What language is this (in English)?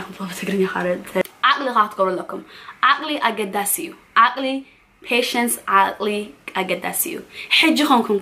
Tigrinya